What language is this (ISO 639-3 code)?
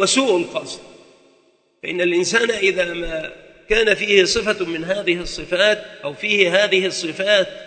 ara